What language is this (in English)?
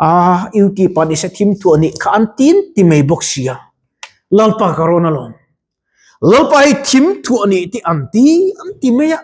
Mizo